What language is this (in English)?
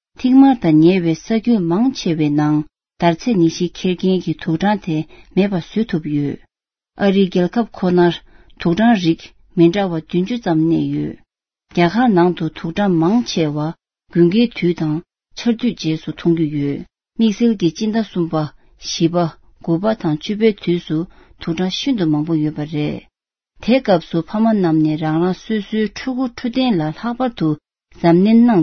Tibetan